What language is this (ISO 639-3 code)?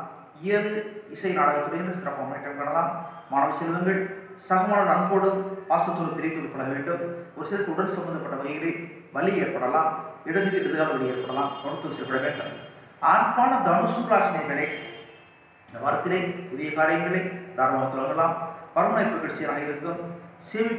tam